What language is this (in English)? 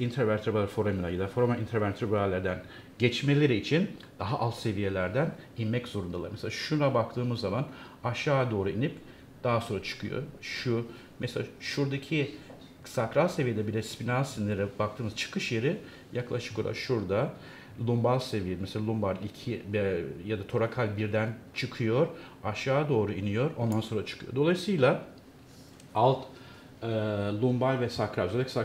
Turkish